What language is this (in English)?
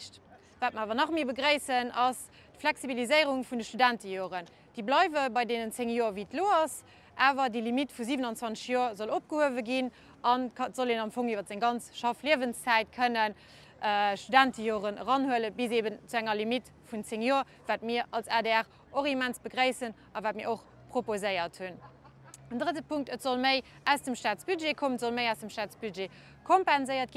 Luxembourgish